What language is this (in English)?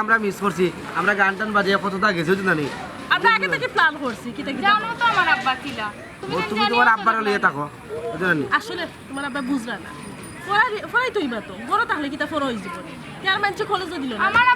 Sylheti